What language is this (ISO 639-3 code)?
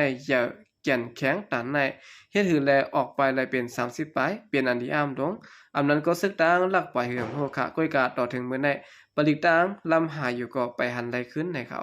shn